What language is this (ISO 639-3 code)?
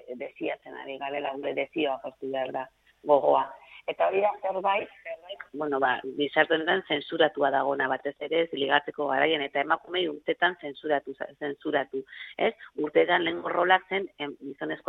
eus